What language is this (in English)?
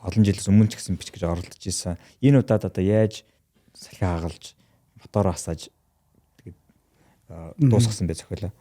Mongolian